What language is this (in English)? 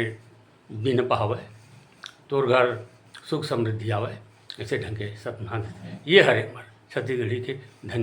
Chhattisgarhi